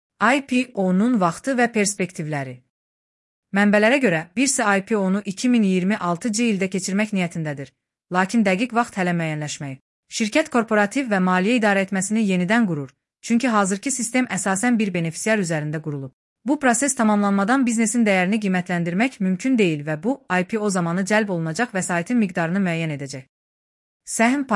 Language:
Azerbaijani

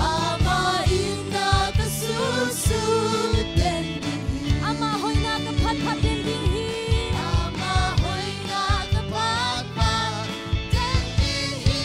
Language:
Tedim Chin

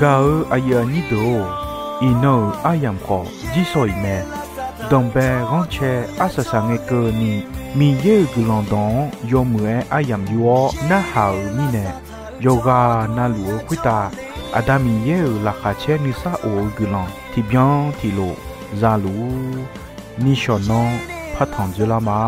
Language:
Akha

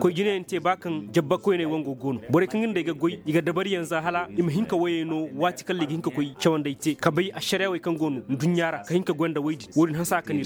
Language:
Koyraboro Senni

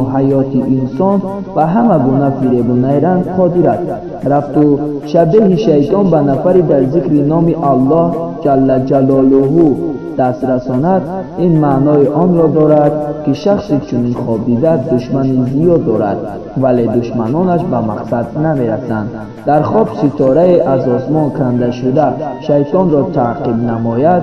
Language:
Tajik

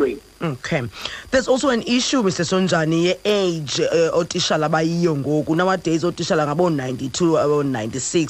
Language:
Xhosa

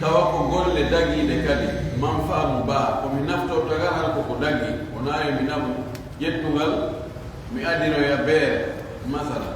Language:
Fula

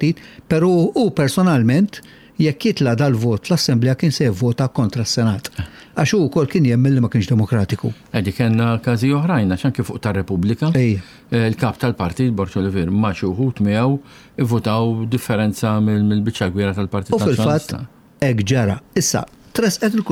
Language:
Maltese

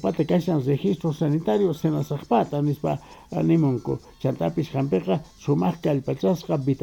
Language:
Quechua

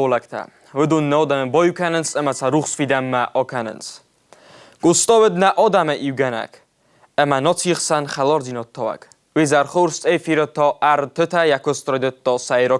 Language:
Ossetic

